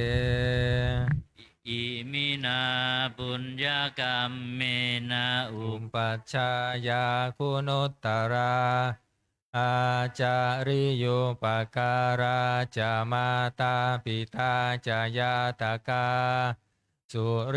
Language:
Pali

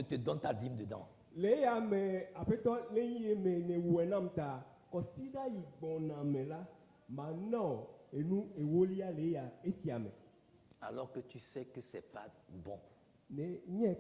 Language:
Ewe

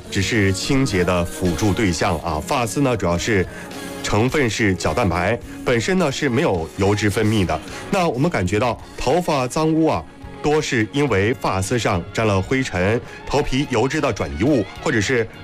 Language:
Chinese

